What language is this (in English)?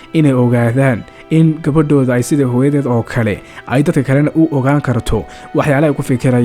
Somali